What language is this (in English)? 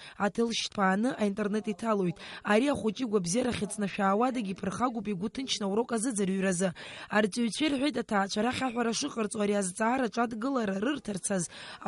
Abkhazian